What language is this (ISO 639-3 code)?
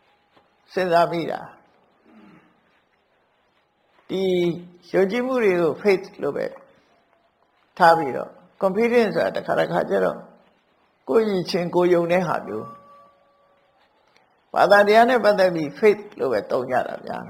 mya